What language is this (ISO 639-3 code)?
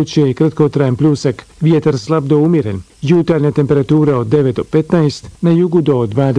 bos